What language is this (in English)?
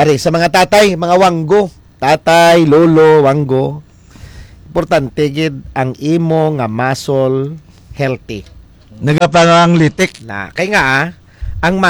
Hiligaynon